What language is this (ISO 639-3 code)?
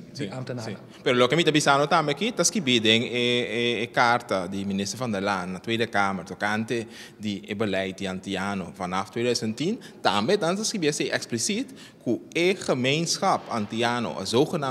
pap